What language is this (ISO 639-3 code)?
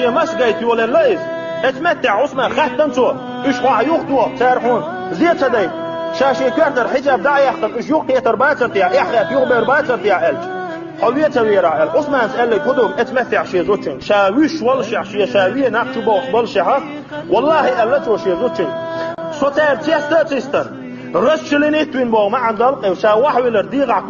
che